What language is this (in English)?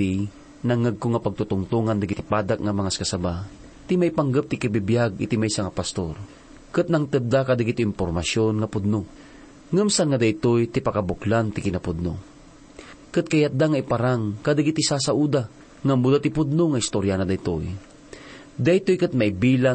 Iloko